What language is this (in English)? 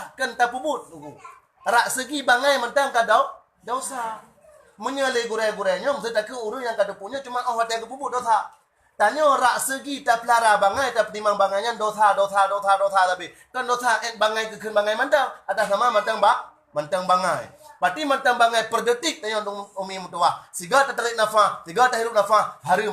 Achinese